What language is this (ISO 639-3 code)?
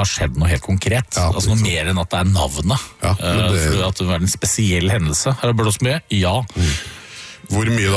nor